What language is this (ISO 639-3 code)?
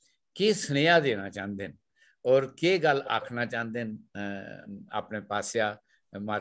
doi